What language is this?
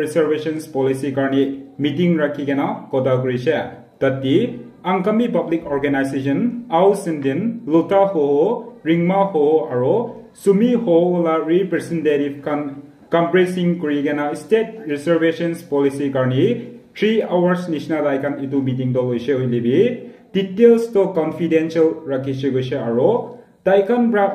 Naga Pidgin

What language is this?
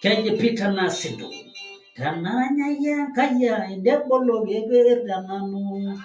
Masai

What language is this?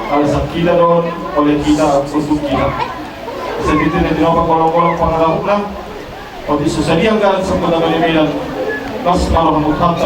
Batak Toba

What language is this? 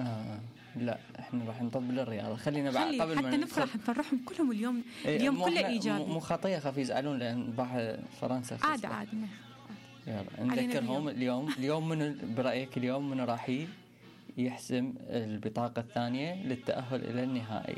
Mesopotamian Arabic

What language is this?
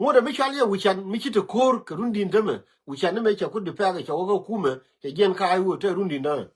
Nuer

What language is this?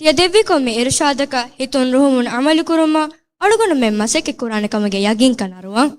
Divehi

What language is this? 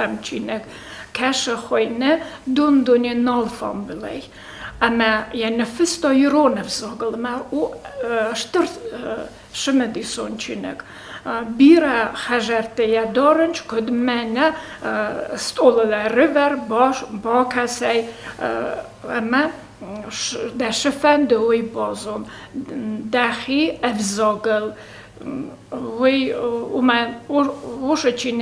Ossetic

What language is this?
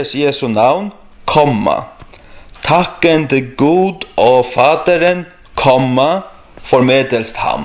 Faroese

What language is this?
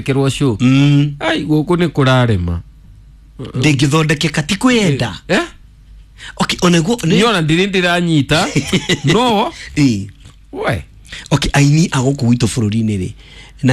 Kikuyu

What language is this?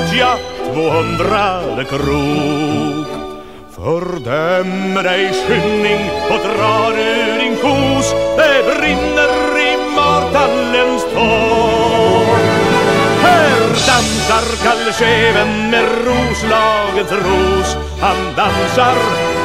Swedish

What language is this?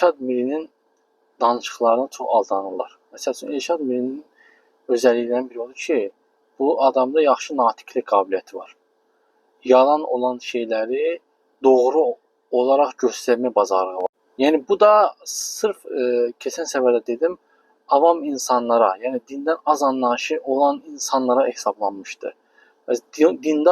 Azerbaijani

